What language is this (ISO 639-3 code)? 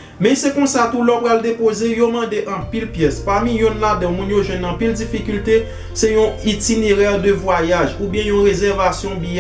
hat